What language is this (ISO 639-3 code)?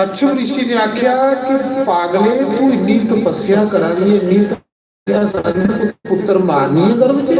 doi